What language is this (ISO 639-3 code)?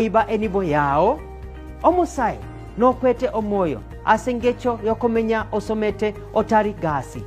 guz